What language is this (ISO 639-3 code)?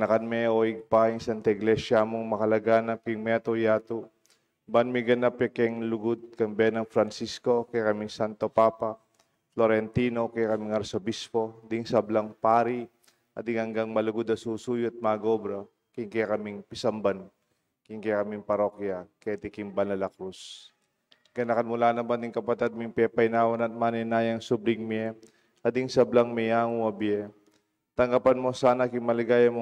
pam